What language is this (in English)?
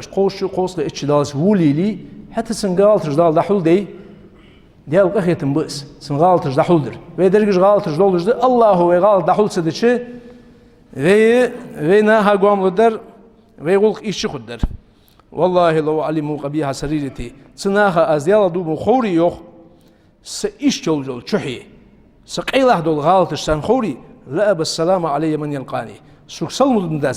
Ingush